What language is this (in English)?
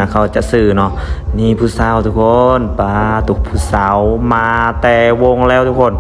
Lao